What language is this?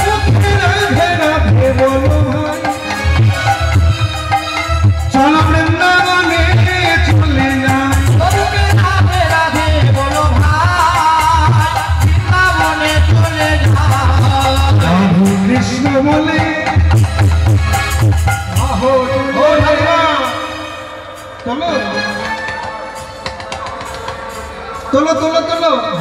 Bangla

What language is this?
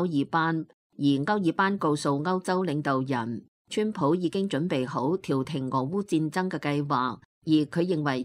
Cantonese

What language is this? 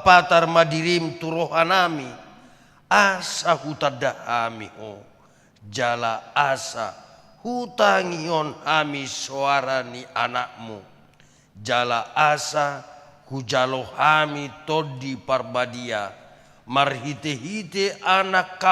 Batak Toba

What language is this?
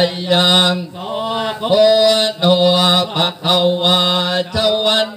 Thai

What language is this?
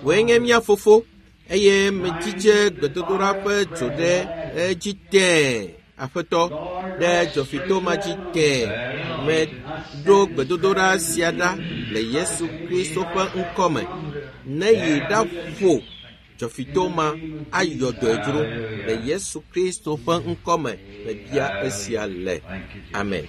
Ewe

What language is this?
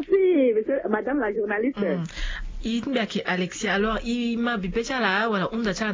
Sango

